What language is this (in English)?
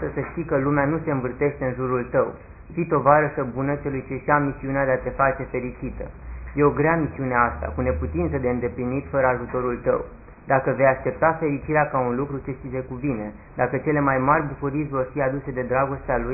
Romanian